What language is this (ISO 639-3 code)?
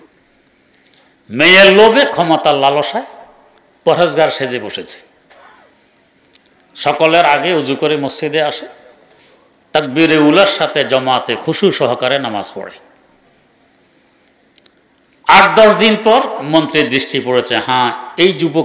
ben